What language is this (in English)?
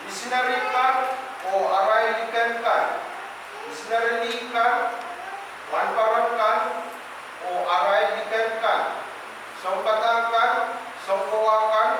Pohnpeian